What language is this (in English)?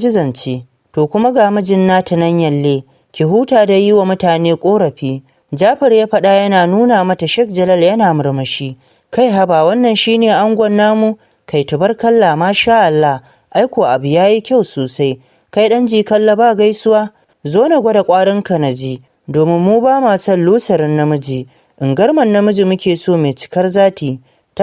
Hausa